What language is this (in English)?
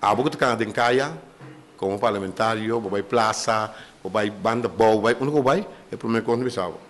Papiamento